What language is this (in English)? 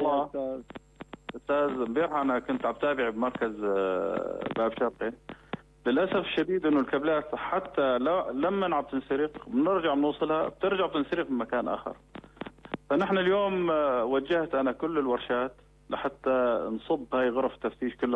North Levantine Arabic